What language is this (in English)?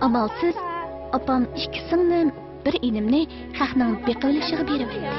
Uyghur